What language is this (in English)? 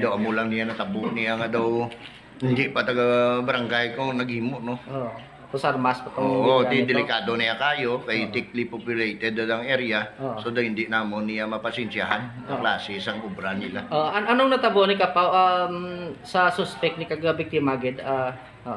Hiligaynon